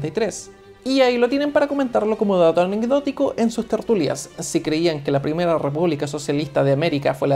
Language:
Spanish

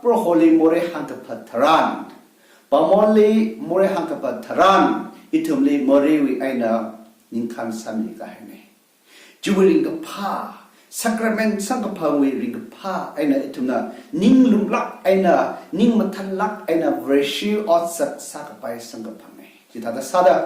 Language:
Tangkhul Naga (India)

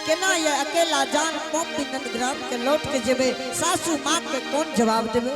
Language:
Angika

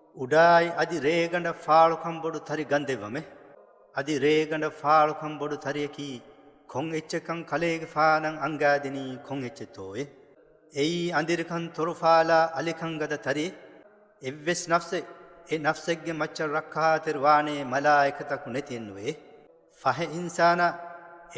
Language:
Divehi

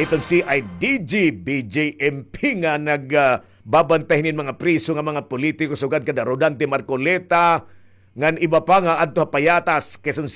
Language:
Waray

